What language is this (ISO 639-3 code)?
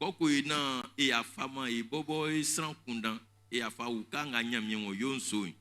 bci